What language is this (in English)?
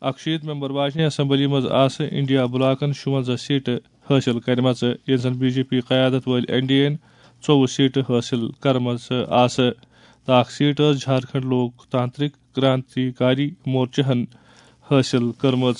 Kashmiri